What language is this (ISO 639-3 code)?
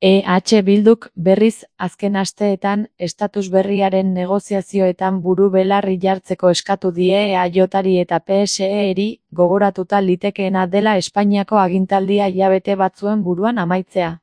eus